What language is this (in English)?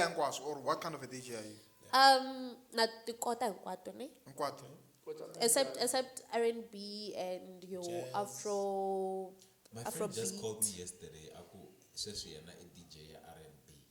Tsonga